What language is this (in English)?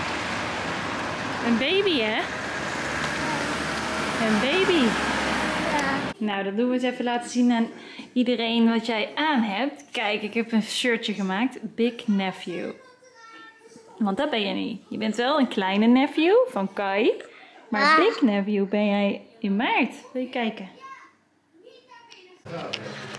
Dutch